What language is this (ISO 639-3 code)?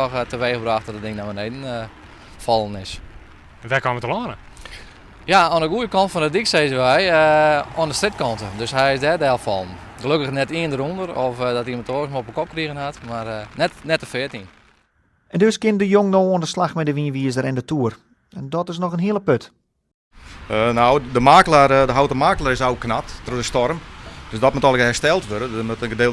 fry